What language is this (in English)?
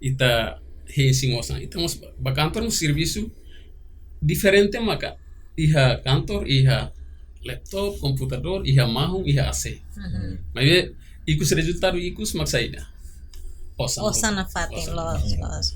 Tetum